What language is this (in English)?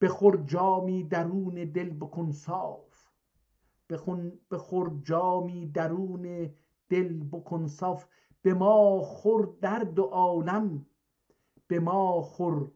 South Azerbaijani